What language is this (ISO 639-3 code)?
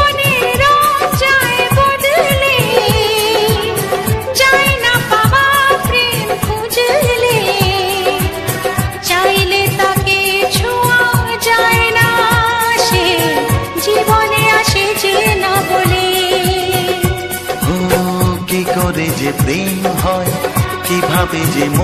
ben